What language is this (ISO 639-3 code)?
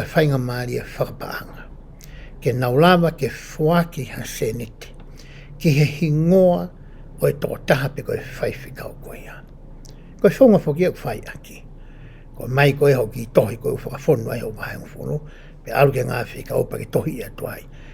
ton